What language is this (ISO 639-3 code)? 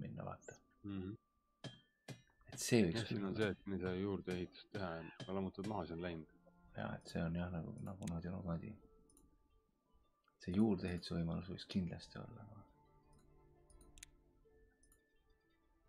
est